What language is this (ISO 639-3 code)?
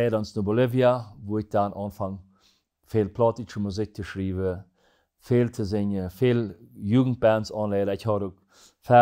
pdt